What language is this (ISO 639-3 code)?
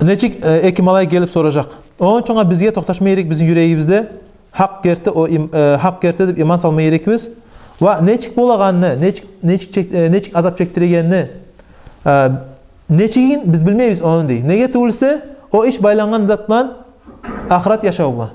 kum